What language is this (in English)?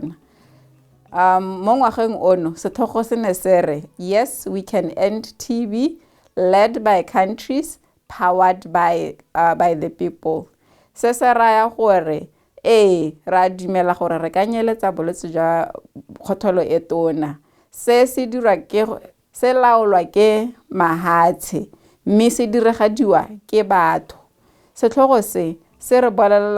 Tswana